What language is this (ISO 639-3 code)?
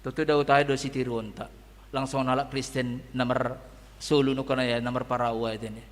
bts